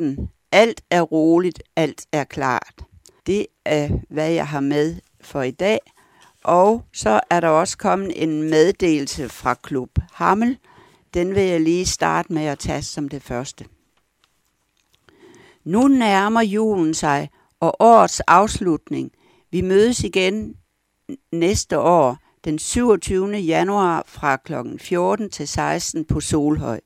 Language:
Danish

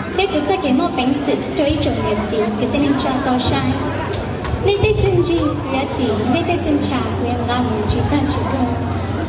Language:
Hmong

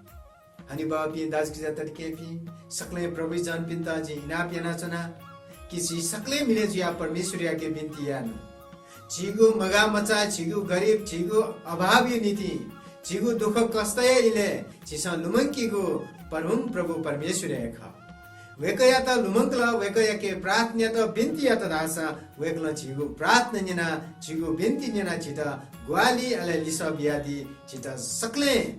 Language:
Newari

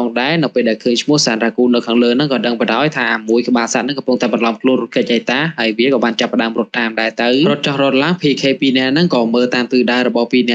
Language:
Khmer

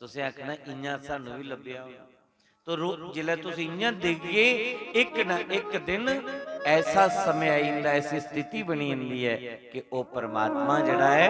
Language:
Dogri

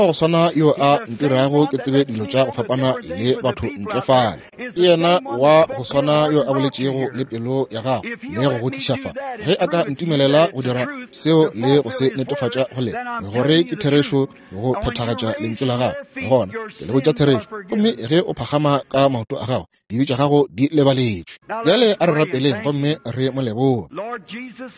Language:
Northern Sotho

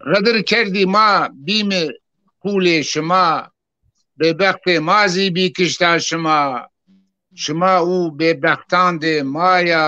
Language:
Zaza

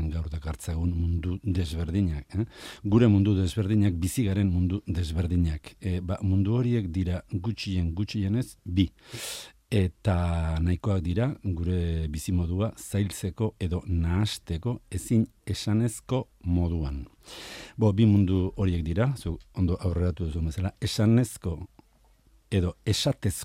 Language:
Basque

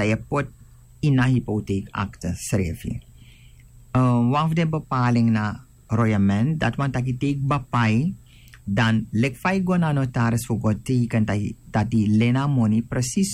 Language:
Sranan Tongo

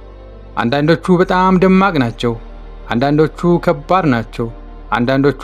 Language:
Amharic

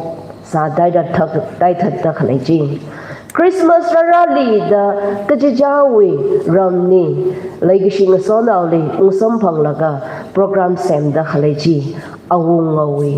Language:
Tangkhul Naga (India)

